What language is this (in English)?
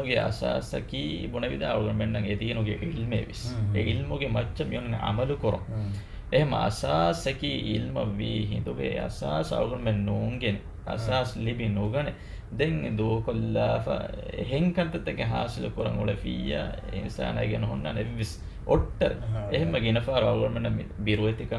Divehi